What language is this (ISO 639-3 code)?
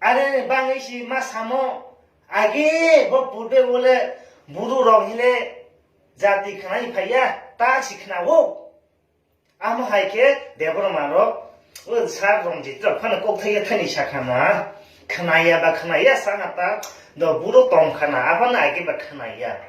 trp